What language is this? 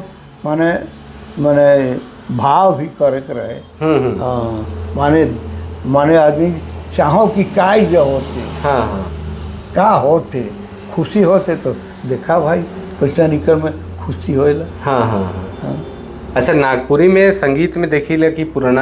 Sadri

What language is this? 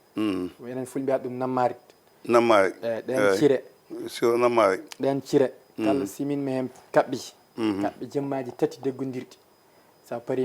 Fula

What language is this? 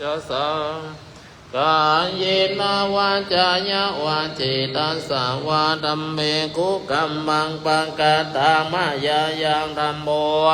Pali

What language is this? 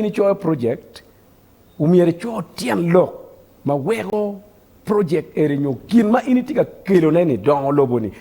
Acoli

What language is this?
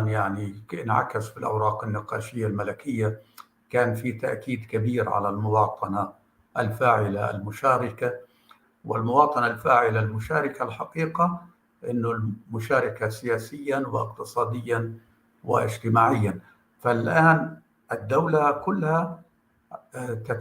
North Levantine Arabic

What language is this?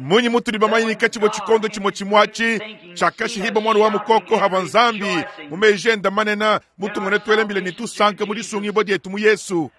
Luba-Lulua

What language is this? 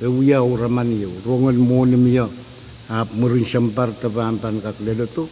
Pohnpeian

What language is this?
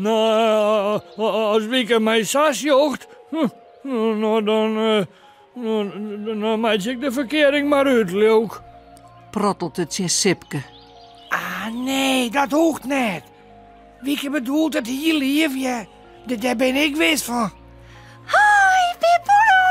Western Frisian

